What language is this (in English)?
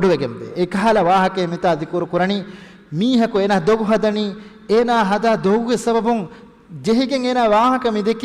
Divehi